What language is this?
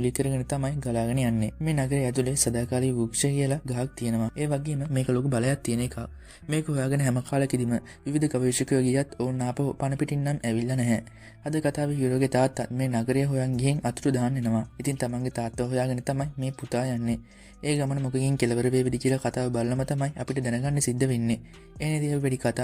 Sinhala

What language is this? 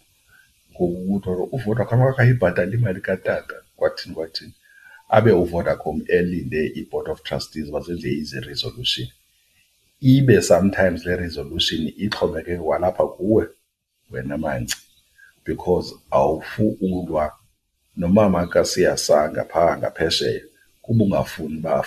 Xhosa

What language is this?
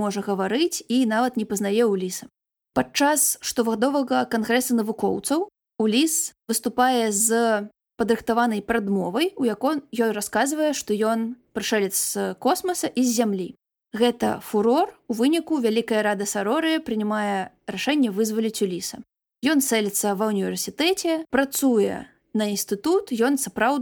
Belarusian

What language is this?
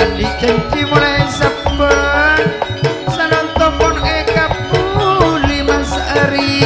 Madurese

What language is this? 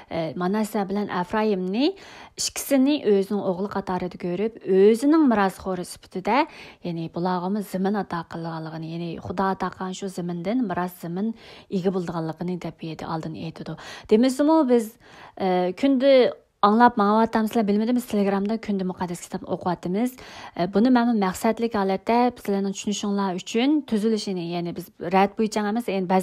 Uyghur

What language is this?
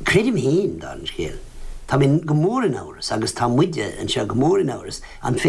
Irish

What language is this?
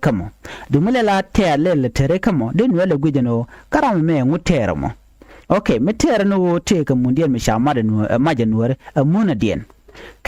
Nuer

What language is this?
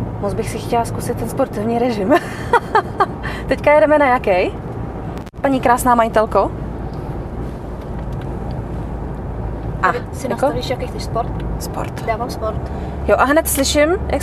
Czech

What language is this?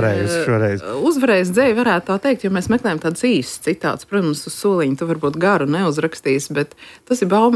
Latvian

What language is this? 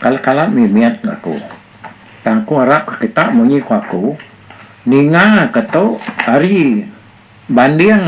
Iban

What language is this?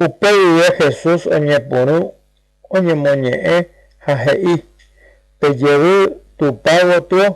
Guarani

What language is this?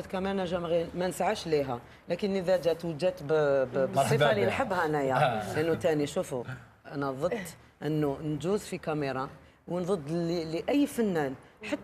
Algerian Arabic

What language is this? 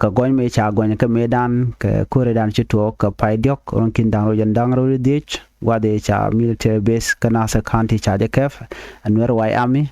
Nuer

